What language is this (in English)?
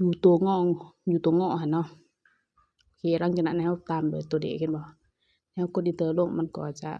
Lao